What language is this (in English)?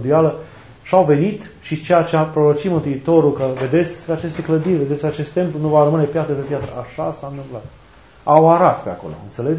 Romanian